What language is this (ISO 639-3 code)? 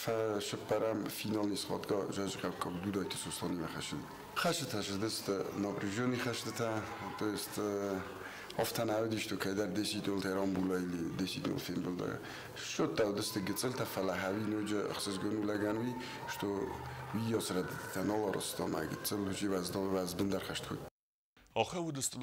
oss